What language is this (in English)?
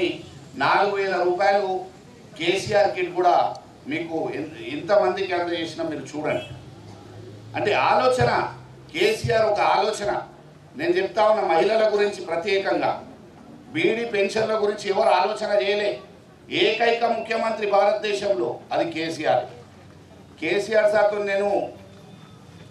Telugu